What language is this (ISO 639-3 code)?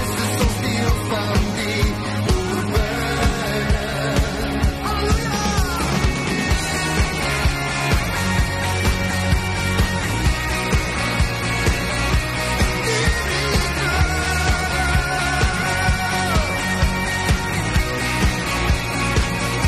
afr